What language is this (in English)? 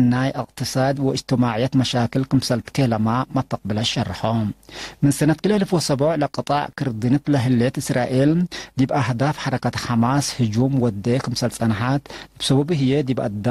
Tigre